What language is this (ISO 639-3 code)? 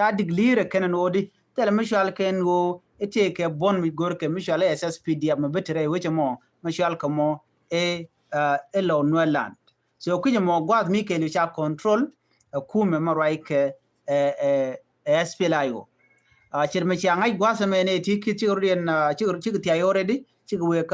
nus